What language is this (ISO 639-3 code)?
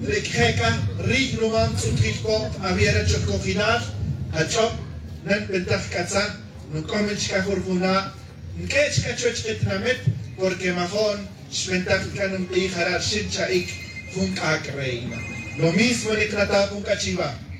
tzj